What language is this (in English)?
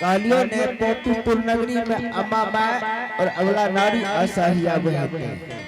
Angika